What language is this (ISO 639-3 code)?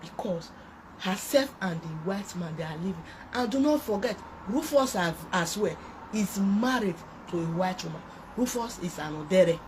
pcm